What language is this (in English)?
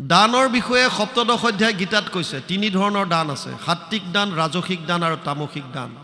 Assamese